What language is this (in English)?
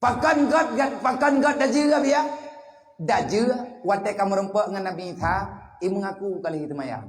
Achinese